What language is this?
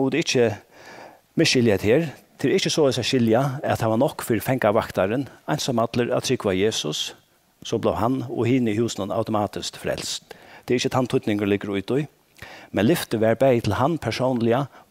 Faroese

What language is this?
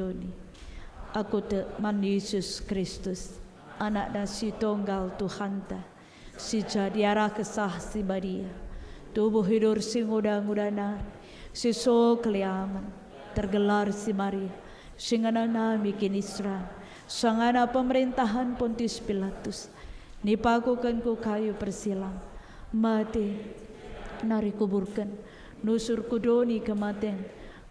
Batak Karo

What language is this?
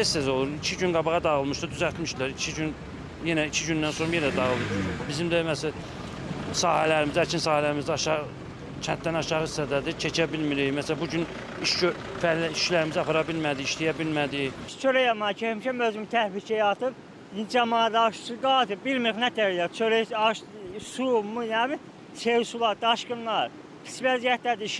Azerbaijani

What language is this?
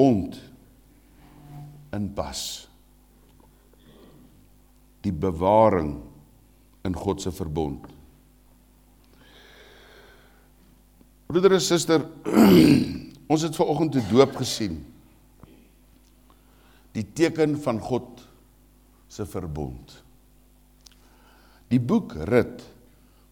Afrikaans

